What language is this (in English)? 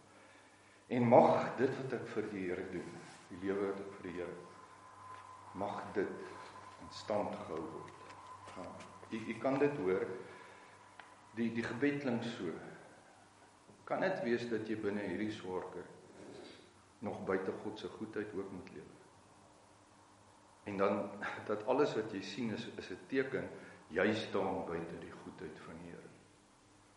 Afrikaans